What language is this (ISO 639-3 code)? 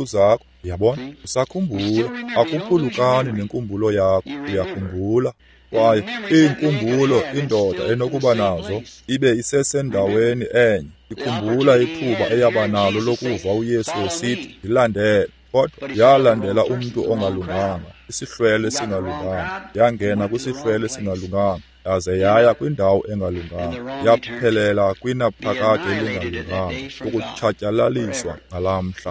xho